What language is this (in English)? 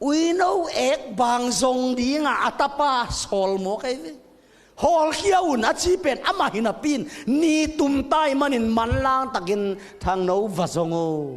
Tedim Chin